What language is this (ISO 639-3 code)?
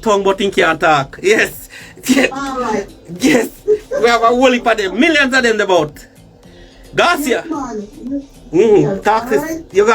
jam